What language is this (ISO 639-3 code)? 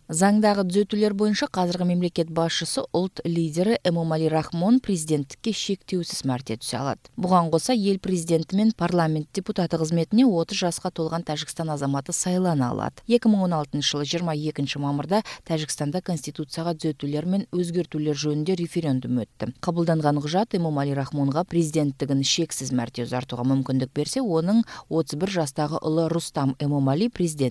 kir